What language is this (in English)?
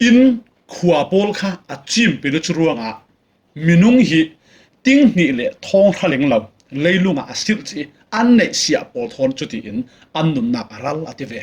Falam Chin